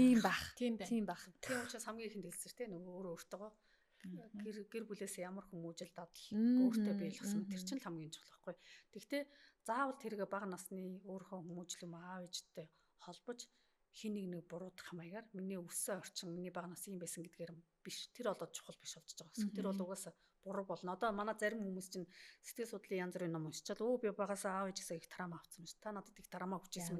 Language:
Mongolian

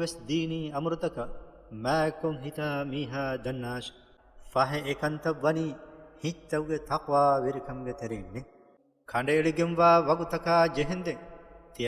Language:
Divehi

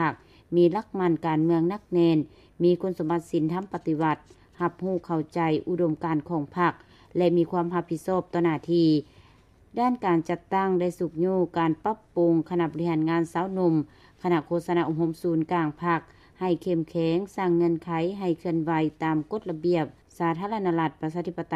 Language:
Lao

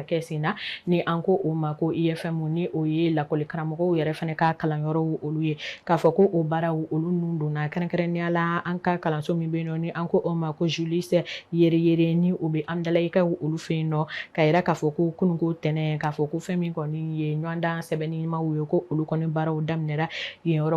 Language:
Bambara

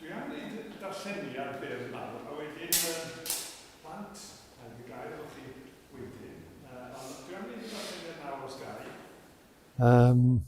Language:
Welsh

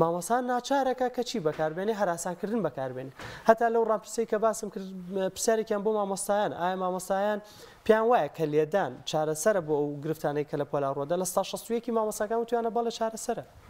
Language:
Central Kurdish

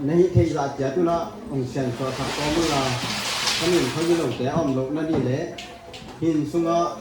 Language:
Tedim Chin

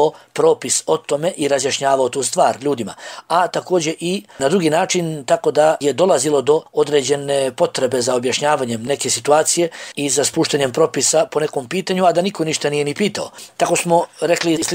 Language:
Bosnian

